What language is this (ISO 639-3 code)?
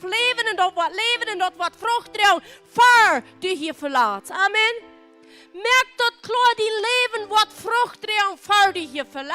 pdt